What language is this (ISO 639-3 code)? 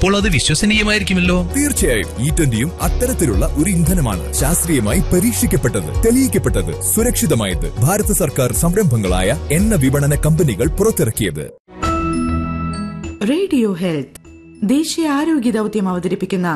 mal